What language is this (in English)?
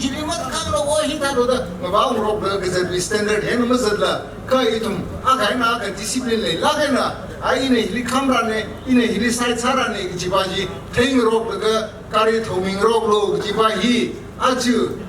Tangkhul Naga (India)